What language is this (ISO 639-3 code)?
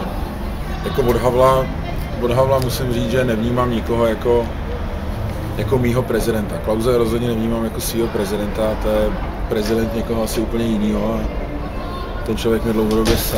ces